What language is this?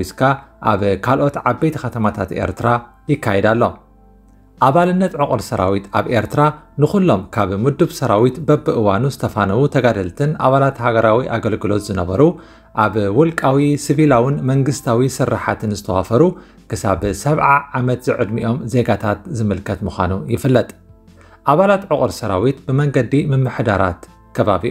Tigrinya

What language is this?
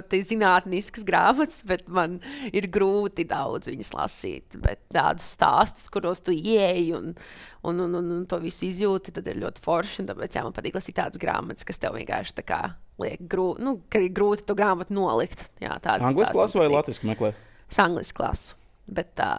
Latvian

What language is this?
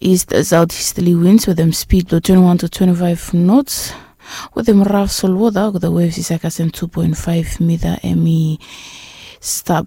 Bislama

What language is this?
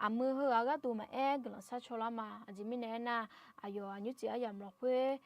Akha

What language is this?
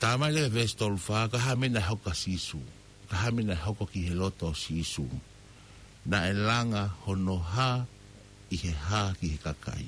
Tongan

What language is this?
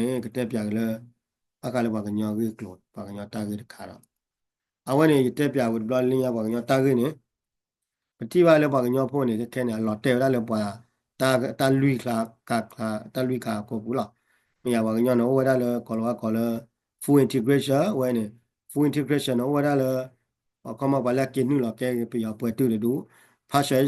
S'gaw Karen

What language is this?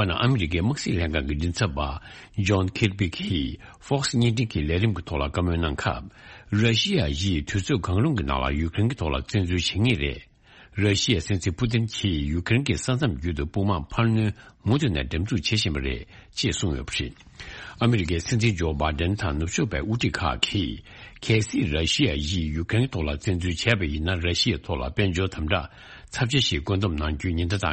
Tibetan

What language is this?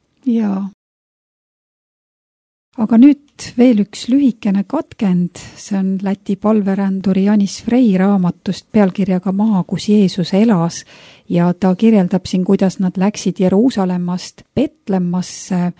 Estonian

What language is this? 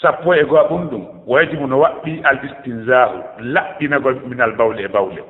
Fula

